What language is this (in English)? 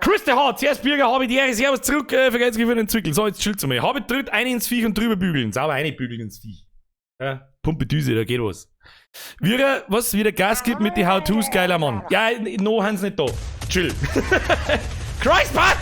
Bavarian